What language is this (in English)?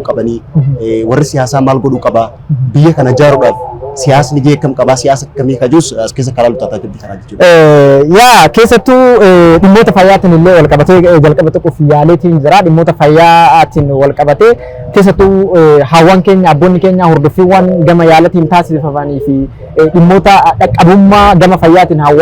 Oromo